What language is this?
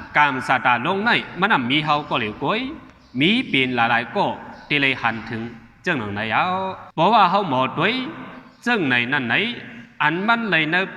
Shan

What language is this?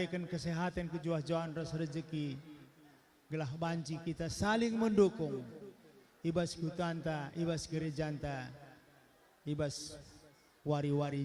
Batak Karo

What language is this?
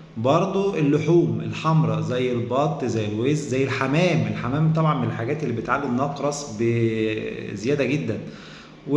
Egyptian Arabic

